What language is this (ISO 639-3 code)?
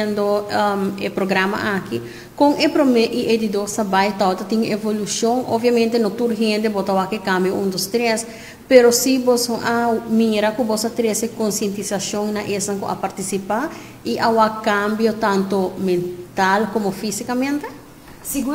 pap